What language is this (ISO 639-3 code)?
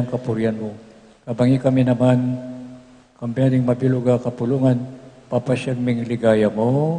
pam